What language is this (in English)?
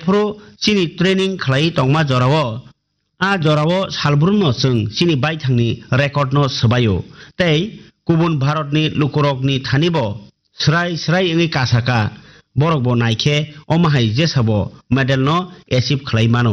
Kok Borok